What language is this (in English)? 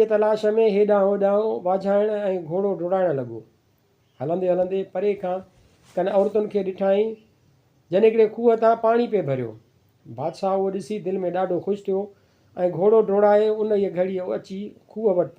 Sindhi